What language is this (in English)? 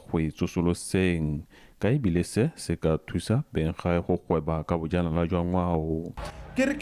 Tswana